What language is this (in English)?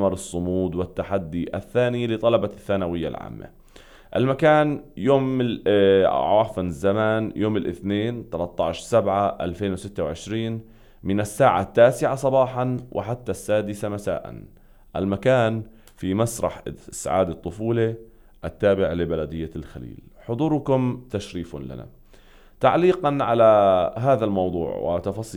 North Levantine Arabic